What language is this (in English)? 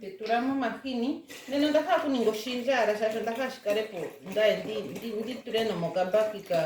Ndonga